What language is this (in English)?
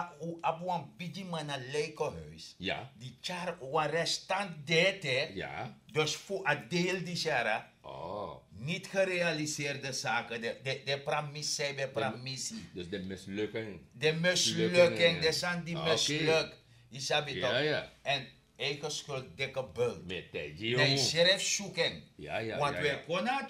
Sranan Tongo